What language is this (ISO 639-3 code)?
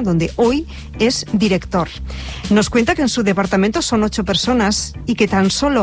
spa